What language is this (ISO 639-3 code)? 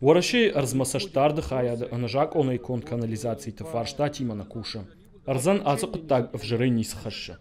oss